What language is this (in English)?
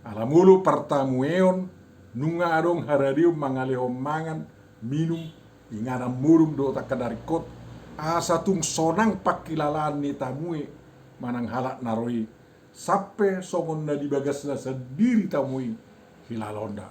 Batak Toba